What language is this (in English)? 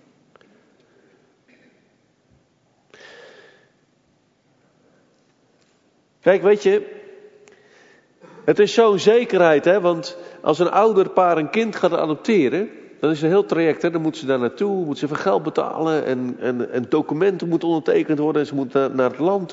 Dutch